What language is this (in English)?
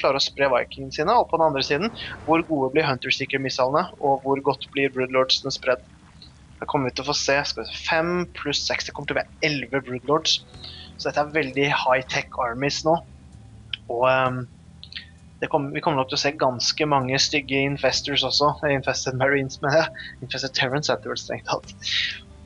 Norwegian